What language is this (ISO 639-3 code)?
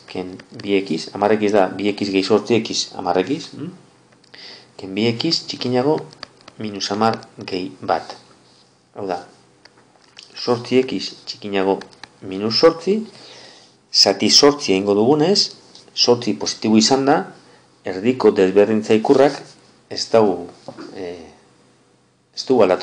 eus